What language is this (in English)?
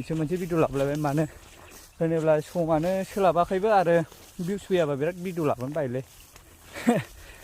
Bodo